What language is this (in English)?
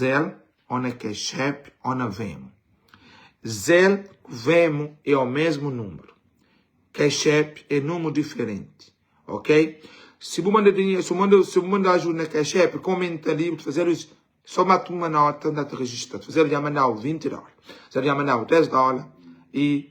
Kabuverdianu